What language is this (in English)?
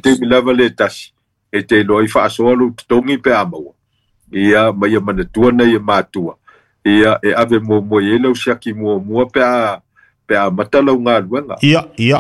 Samoan